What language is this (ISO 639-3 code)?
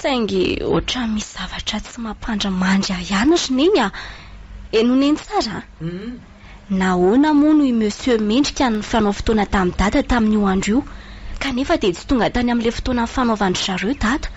mlg